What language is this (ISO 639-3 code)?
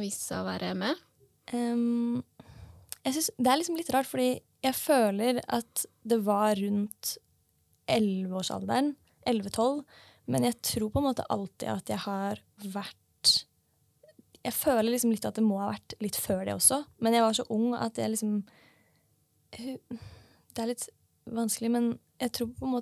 nor